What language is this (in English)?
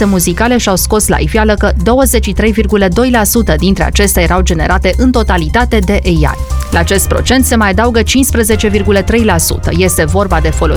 Romanian